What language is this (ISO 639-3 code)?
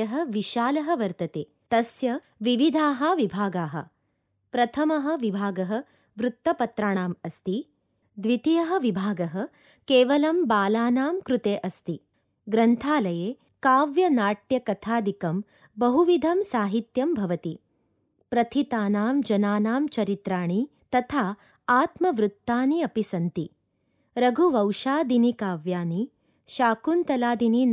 san